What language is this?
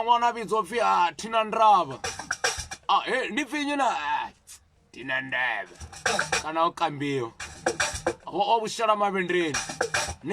Venda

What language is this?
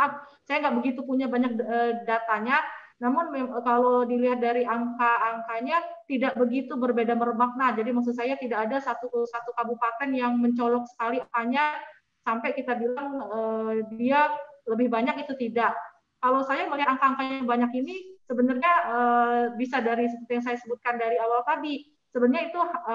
Indonesian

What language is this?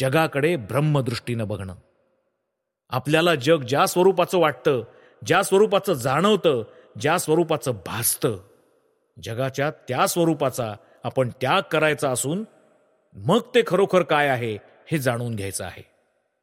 Marathi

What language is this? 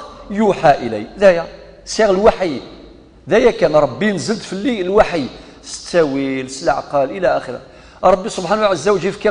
Kabyle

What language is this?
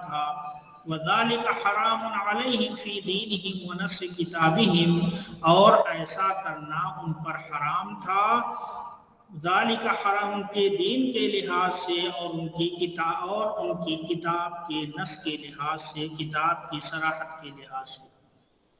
Urdu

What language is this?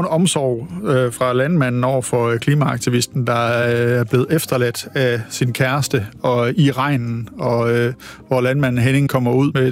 Danish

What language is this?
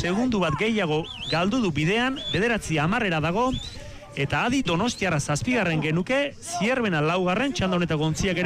Basque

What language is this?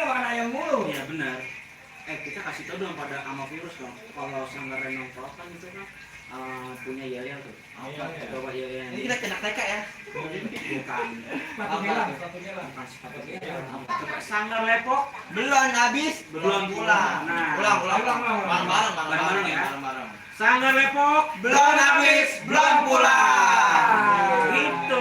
Betawi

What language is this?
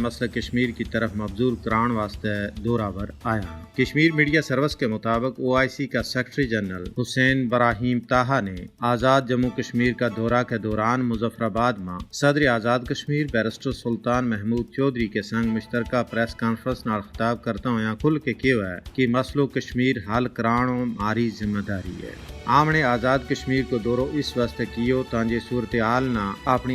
Gujari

